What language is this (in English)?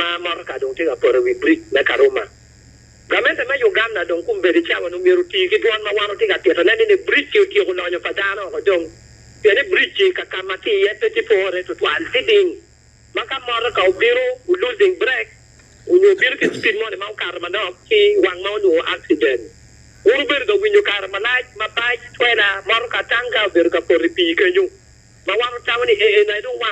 Acoli